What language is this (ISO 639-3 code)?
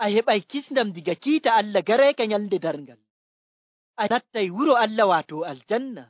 fuv